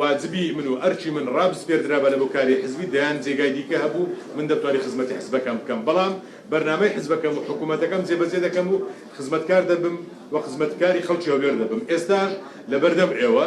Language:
Central Kurdish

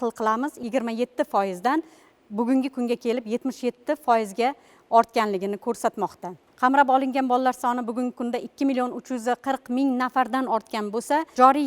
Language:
Uzbek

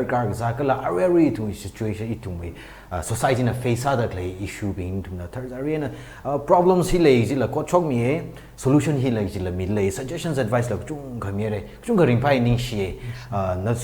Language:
Tangkhul Naga (India)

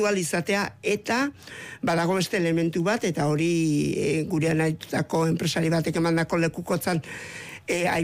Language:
Basque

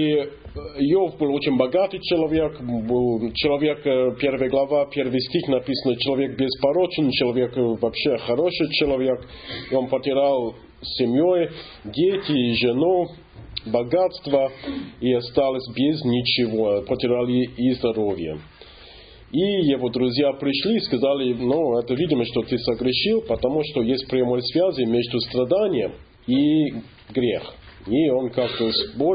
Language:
Russian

